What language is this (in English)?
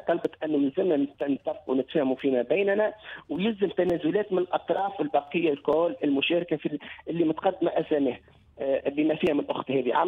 Tunisian Arabic